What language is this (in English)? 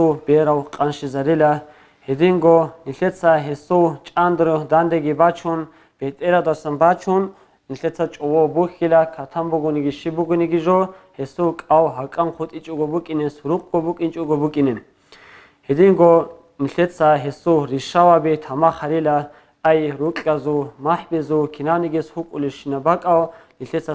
Avaric